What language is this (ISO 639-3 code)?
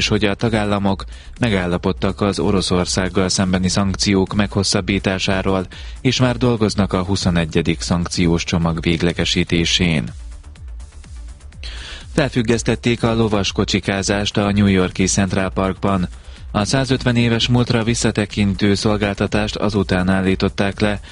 hun